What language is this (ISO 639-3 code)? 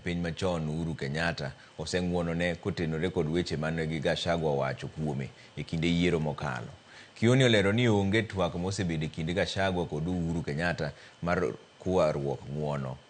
luo